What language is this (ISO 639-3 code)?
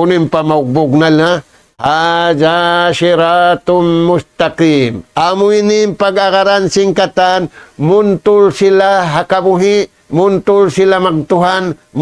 tsg